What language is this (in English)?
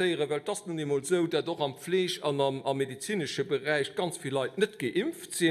Luxembourgish